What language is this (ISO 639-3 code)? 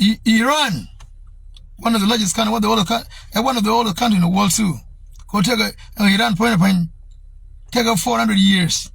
nus